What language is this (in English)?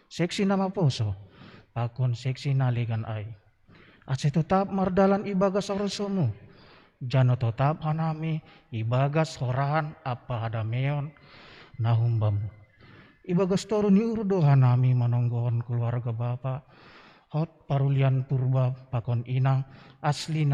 Batak Simalungun